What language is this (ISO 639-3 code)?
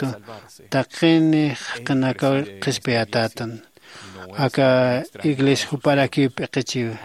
aym